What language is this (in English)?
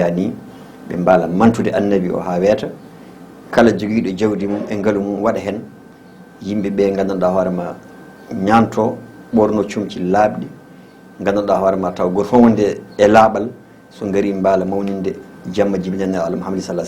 Fula